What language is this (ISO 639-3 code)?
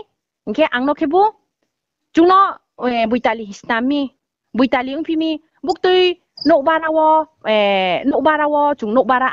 ria